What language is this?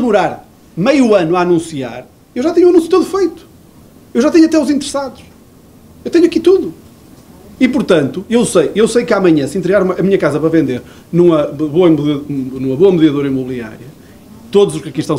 Portuguese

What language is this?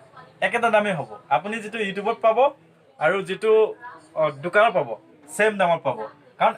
Assamese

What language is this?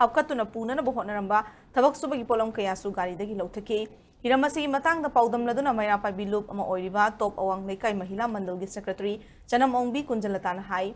Manipuri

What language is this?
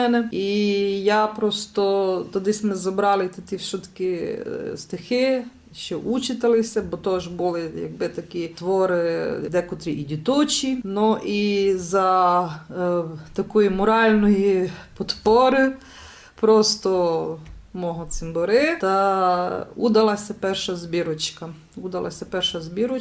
Rusyn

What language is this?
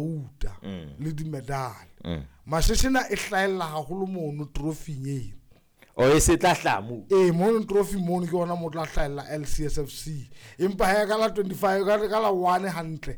Southern Sotho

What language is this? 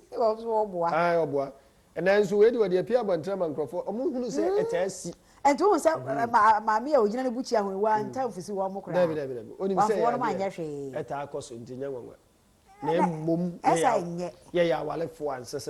Akan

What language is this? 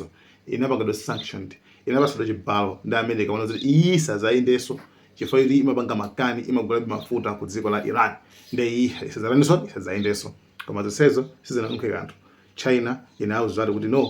Nyanja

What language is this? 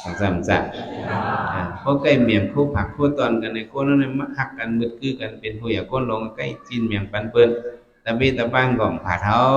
Shan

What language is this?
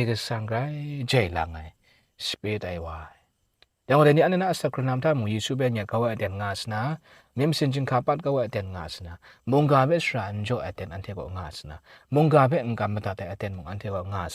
Kachin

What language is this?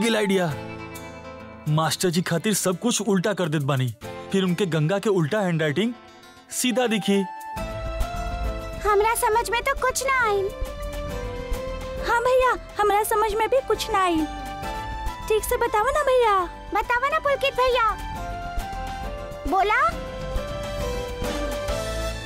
Bhojpuri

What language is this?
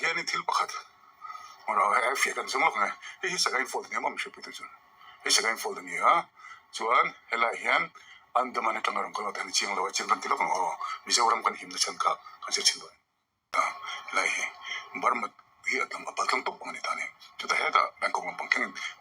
Mizo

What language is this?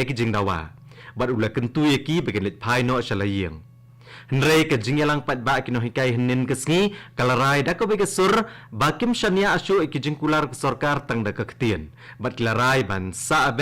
Khasi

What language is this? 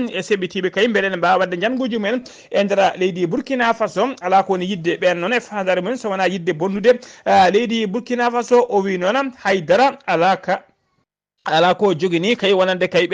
Fula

